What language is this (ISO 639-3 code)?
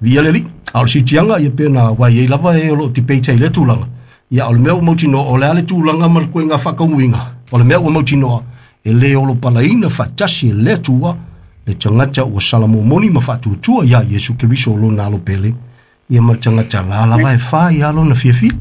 smo